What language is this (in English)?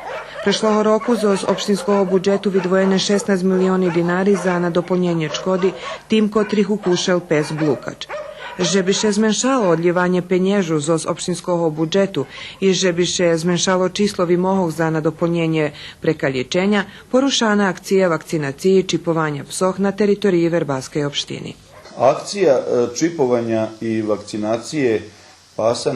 Rusyn